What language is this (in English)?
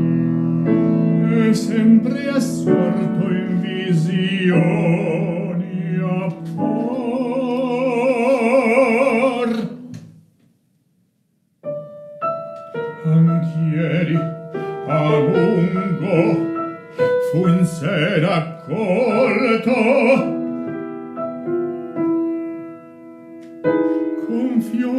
Italian